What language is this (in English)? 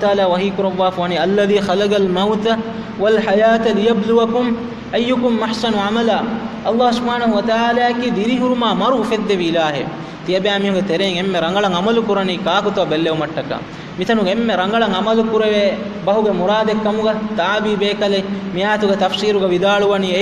Divehi